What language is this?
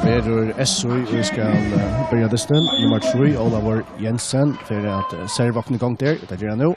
Faroese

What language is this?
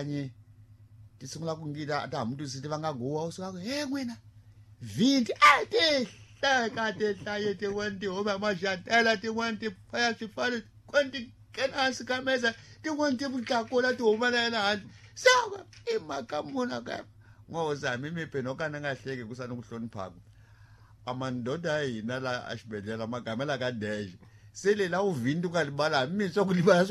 Tsonga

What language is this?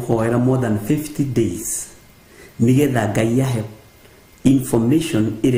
Kikuyu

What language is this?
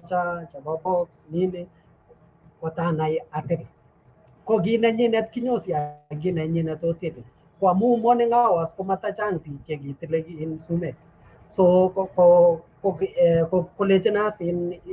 Kalenjin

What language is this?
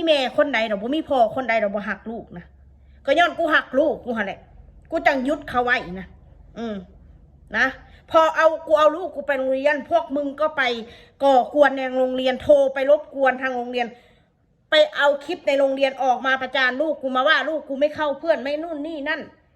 Northeastern Thai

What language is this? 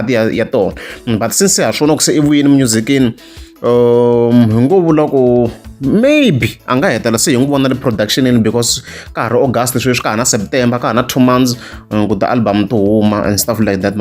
Tsonga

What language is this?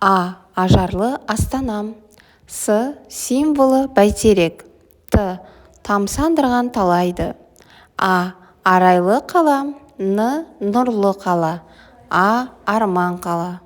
Kazakh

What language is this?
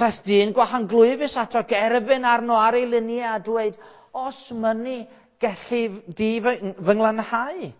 Welsh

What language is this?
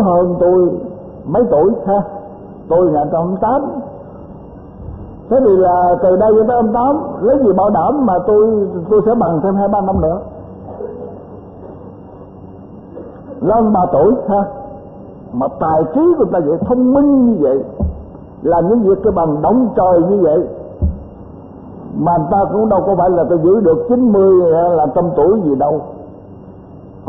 Vietnamese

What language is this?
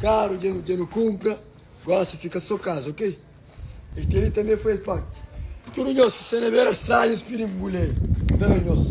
Kabuverdianu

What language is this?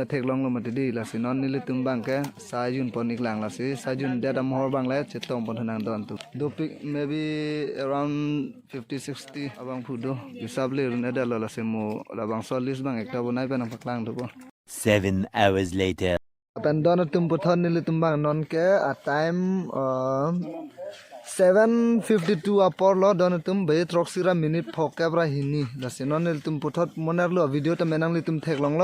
Karbi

